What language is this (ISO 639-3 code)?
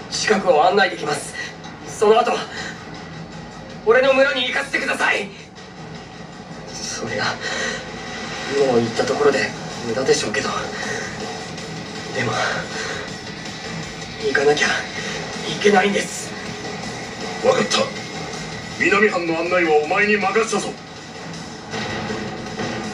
jpn